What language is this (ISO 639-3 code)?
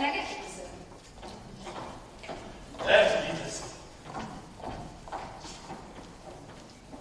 hun